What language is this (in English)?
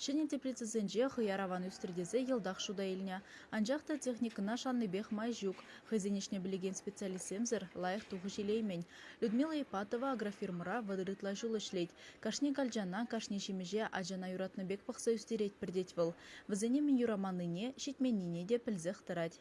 Chuvash